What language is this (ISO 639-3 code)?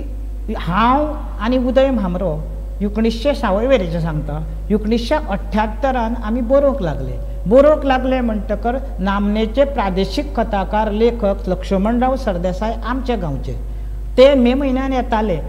kok